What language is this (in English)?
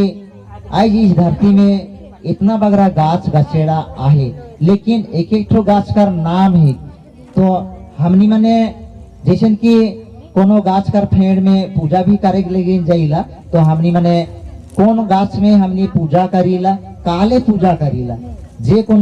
Sadri